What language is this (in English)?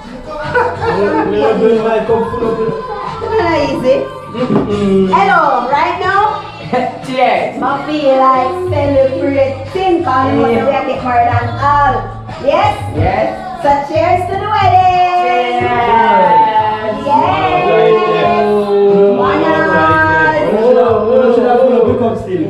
Jamaican Creole English